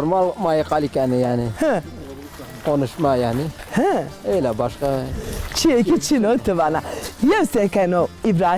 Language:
Zaza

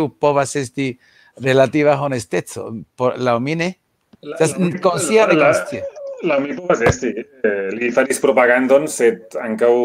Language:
Esperanto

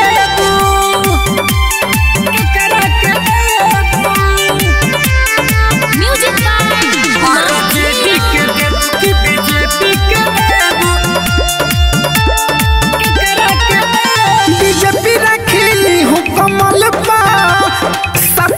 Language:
Bhojpuri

